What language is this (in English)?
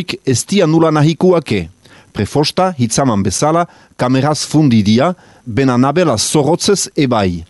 Basque